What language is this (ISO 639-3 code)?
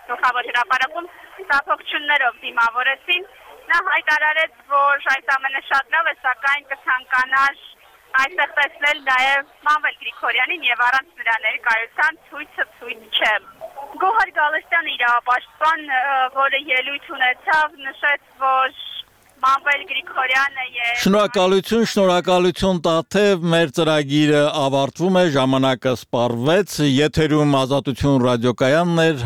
hye